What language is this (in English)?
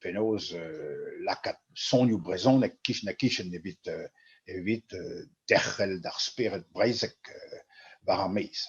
Breton